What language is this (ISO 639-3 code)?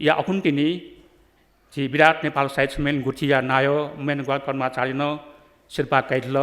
new